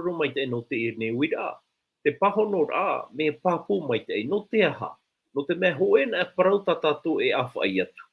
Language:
Tahitian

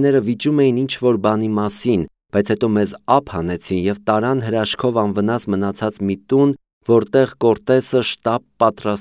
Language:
Armenian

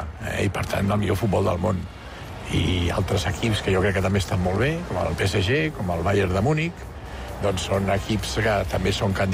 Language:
Catalan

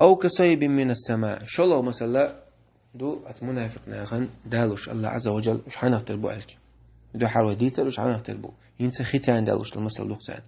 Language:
Chechen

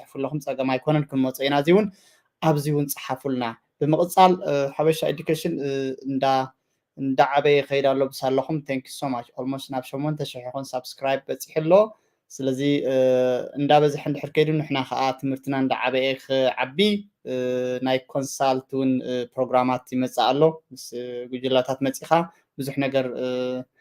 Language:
Tigrinya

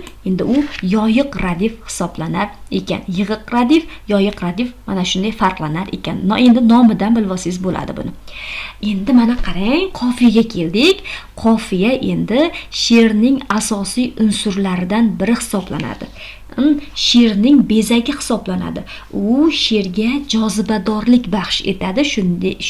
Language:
Uzbek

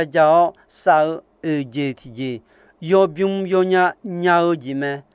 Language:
Akha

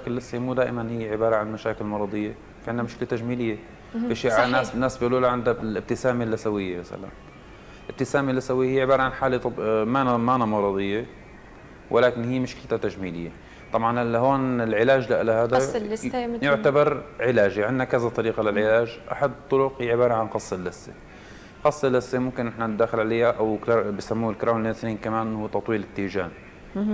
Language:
North Levantine Arabic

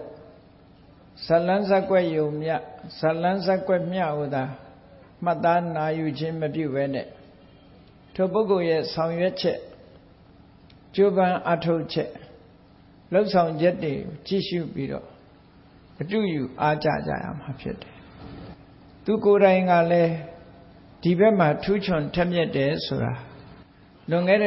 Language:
Burmese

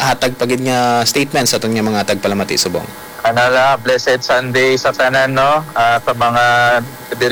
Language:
Hiligaynon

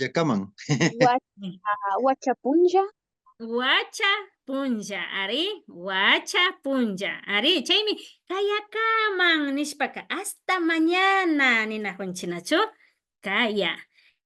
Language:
Imbabura Highland Quichua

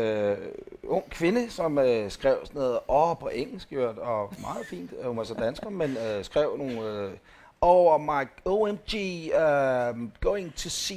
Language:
Danish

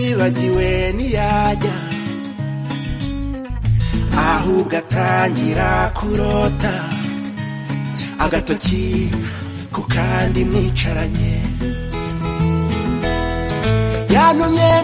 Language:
Kinyarwanda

